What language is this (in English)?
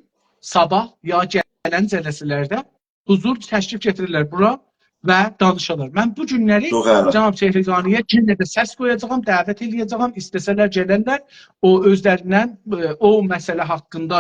South Azerbaijani